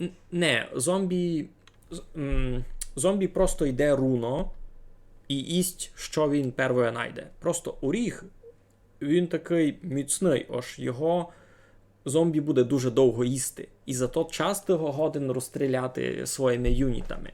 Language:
Rusyn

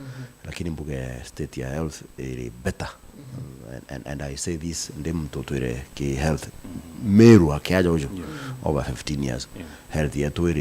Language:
Meru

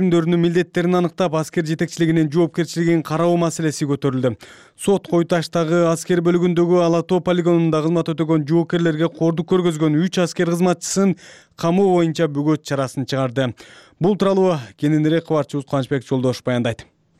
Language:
Kyrgyz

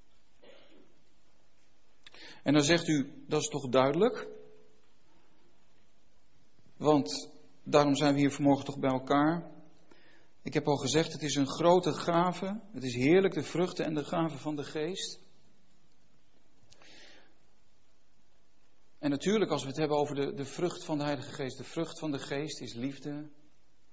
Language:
Dutch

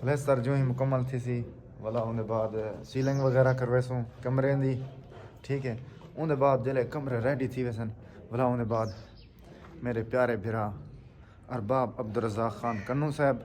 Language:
Saraiki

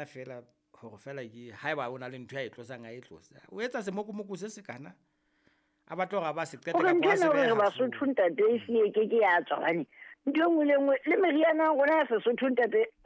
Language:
Southern Sotho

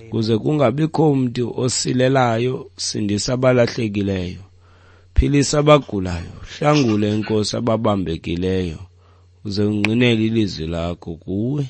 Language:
Xhosa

